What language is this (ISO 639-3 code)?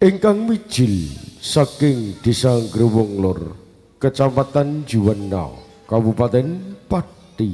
jav